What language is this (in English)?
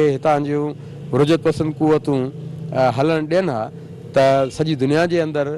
Sindhi